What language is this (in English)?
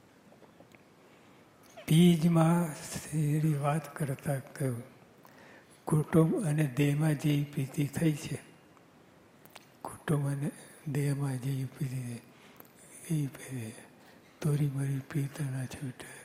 Gujarati